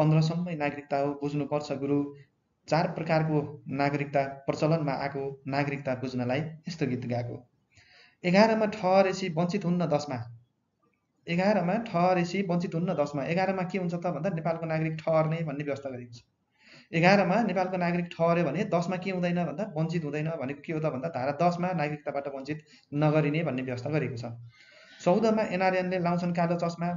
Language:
Nepali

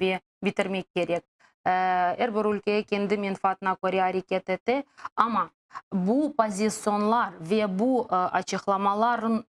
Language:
Crimean Tatar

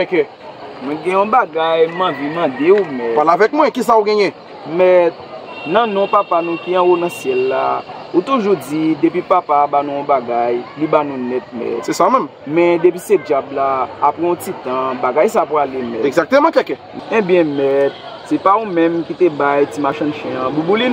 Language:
Haitian Creole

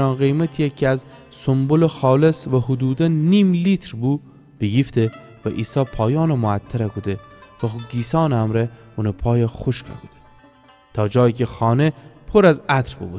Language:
Gilaki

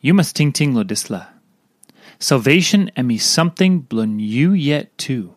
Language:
Tok Pisin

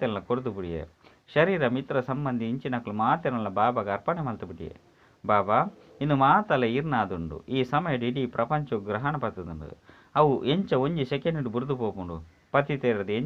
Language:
Tulu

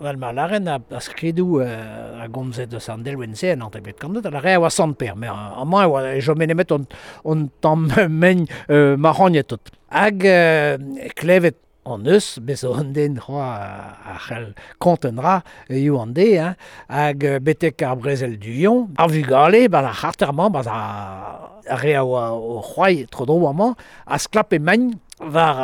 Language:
Breton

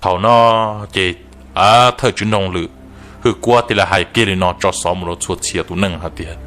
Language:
Hmong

